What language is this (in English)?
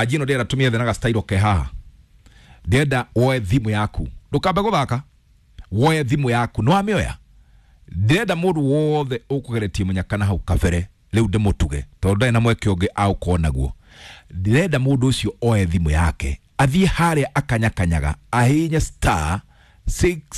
Kikuyu